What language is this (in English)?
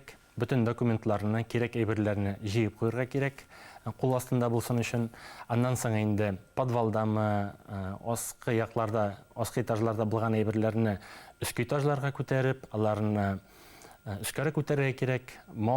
Bashkir